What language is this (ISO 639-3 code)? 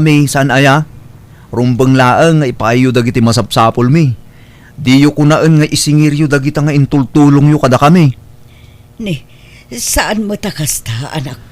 ilo